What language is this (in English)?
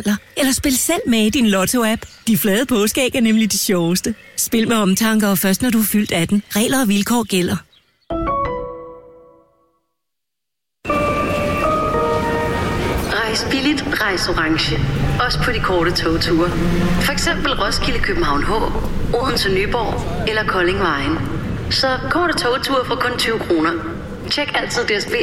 Danish